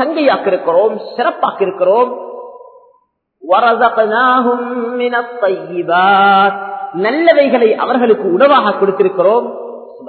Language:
Tamil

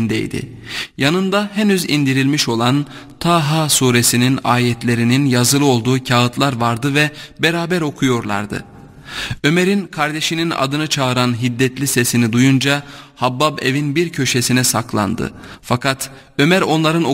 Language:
Turkish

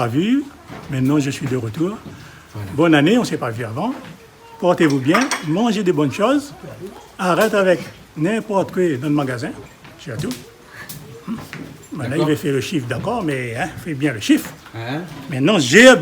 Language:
Réunion Creole French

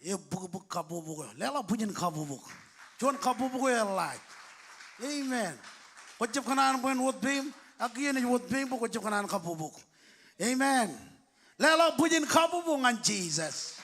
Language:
Marshallese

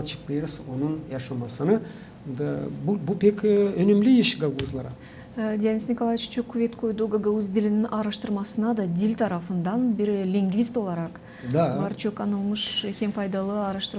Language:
Gagauz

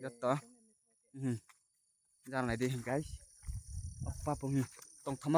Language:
Riang (India)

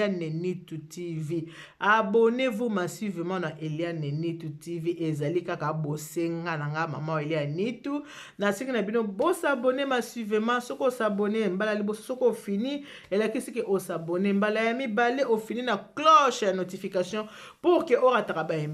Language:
Lingala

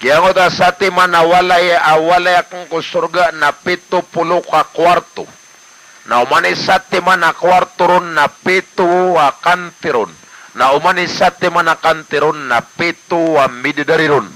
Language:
Maranao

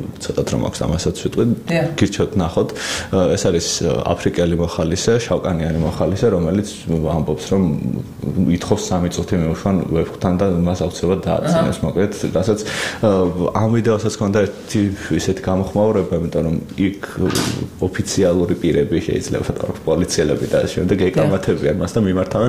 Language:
Georgian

